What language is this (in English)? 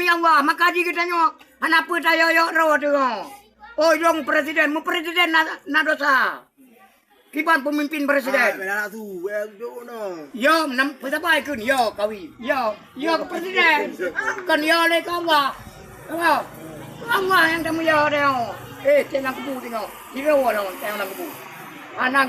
Achinese